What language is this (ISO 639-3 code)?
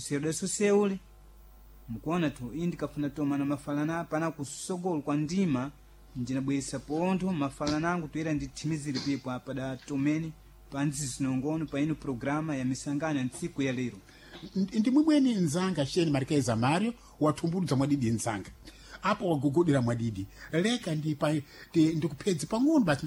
seh